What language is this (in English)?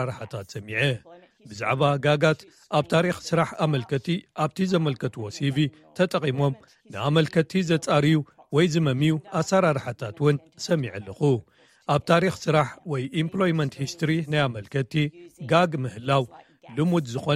Tigrinya